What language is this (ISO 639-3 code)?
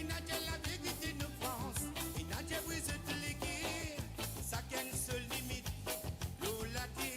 mfe